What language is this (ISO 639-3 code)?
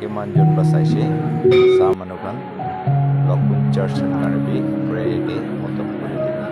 nag